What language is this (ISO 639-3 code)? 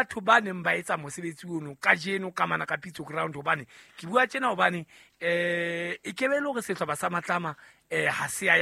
sot